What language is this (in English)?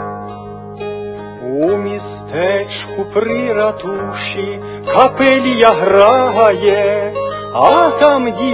Ukrainian